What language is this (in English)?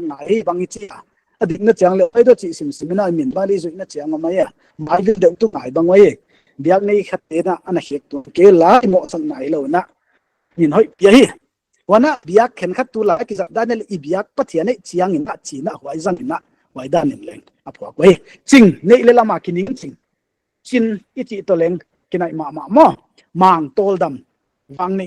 Paite Chin